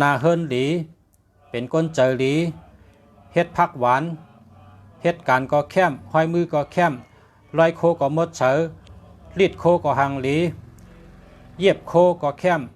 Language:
Shan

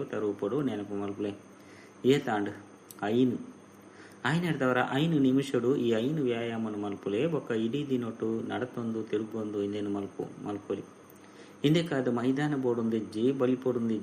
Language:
Tulu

